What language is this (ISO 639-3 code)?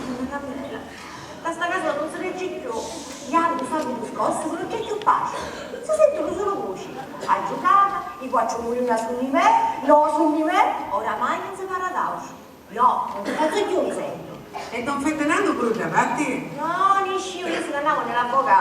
scn